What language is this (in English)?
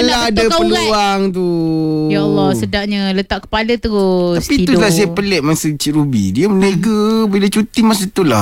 Malay